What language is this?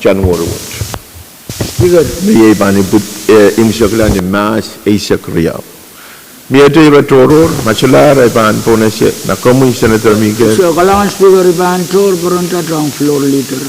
Pohnpeian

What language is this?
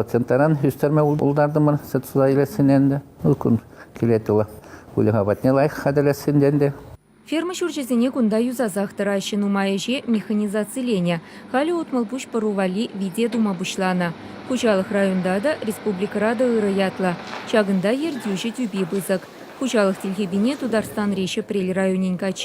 Chuvash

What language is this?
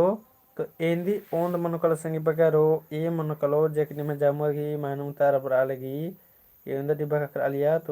Kurukh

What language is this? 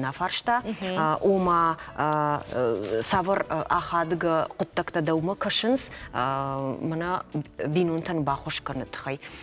Ossetic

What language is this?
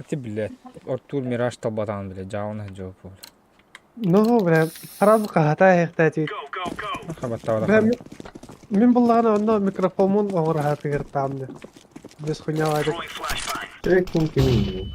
Yakut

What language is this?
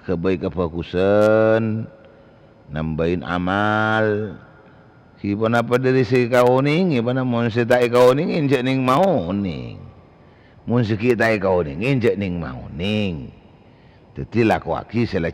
Madurese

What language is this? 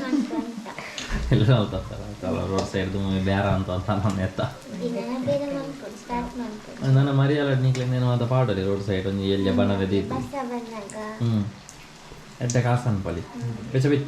Tulu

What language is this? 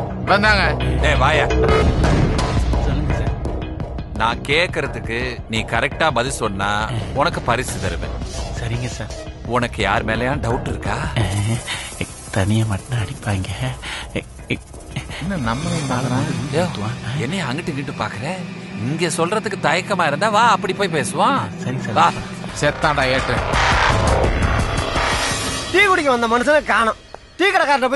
Tamil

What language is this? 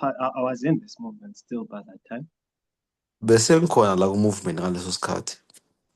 Zulu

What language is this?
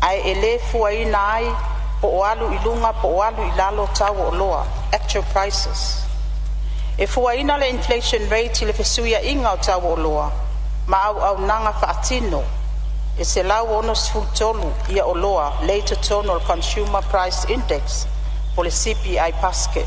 Samoan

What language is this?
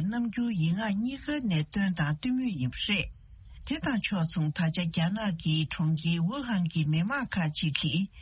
Tibetan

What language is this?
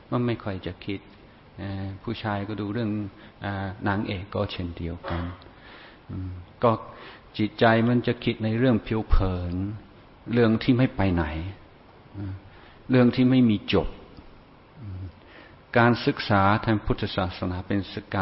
Thai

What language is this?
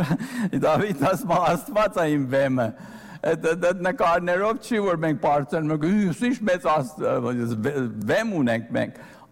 Armenian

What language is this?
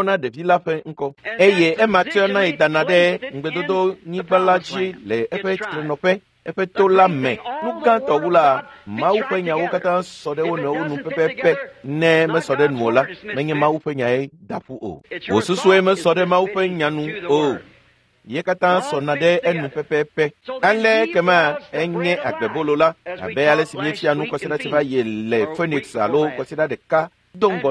Ewe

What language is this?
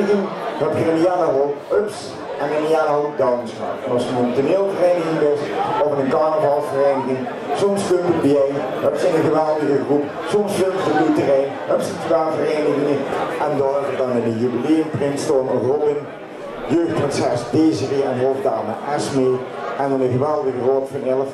Limburgish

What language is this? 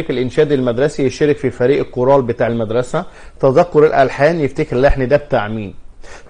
Egyptian Arabic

